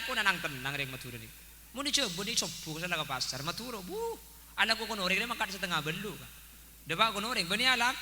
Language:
Madurese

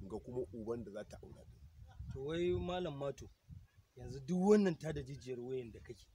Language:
Hausa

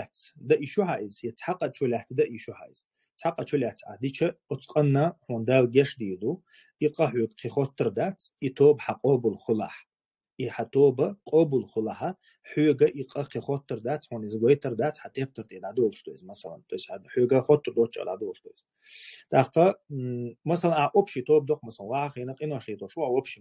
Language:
Chechen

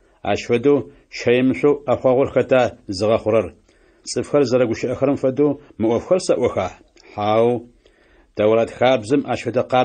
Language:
Adyghe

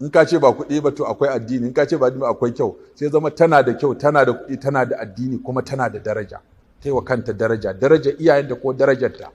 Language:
Hausa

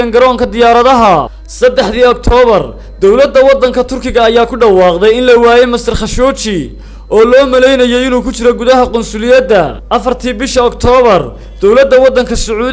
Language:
Somali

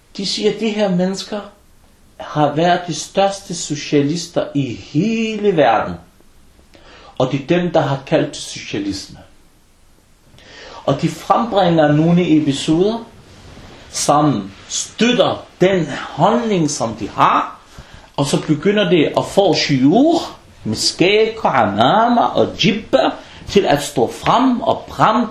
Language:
Danish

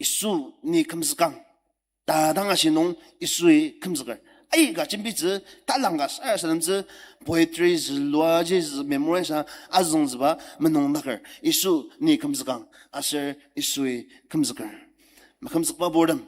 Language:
Ao Naga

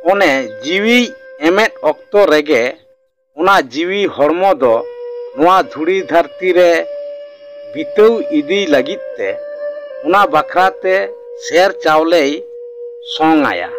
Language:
Santali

